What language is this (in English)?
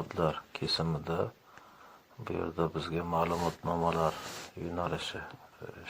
Uzbek